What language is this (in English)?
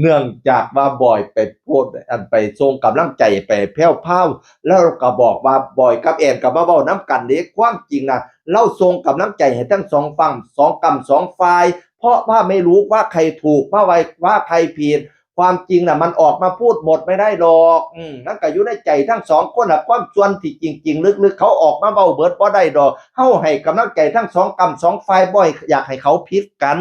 Northeastern Thai